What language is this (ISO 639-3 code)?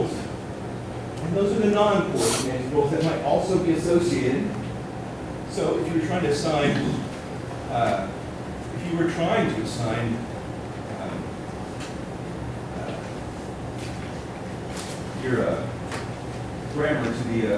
eng